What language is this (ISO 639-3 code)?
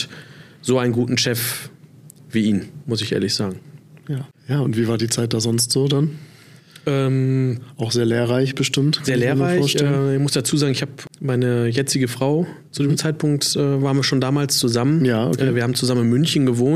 deu